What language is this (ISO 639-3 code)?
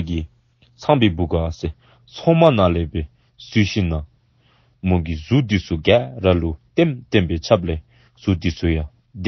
dzo